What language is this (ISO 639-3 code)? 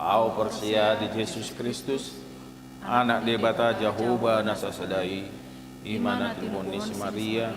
bbc